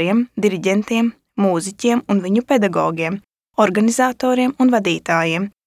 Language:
Latvian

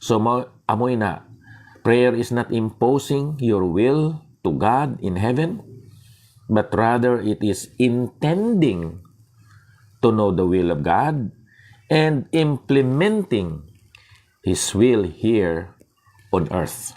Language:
Hiligaynon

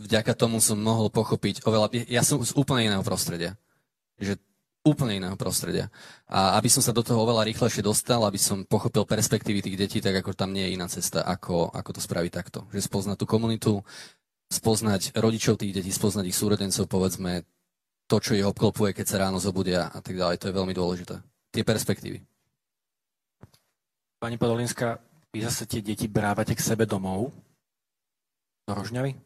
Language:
Slovak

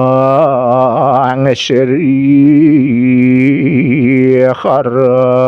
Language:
Balinese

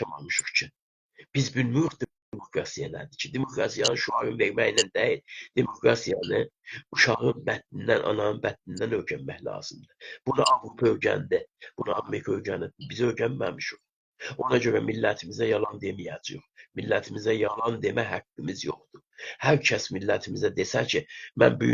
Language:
South Azerbaijani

